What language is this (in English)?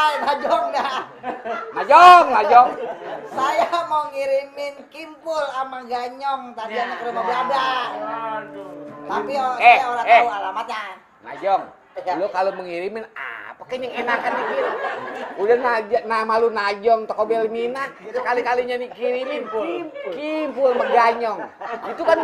Betawi